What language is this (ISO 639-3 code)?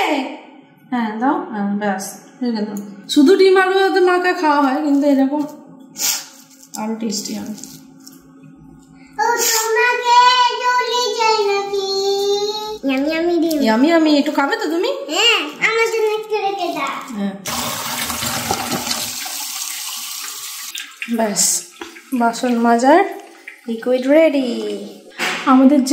ben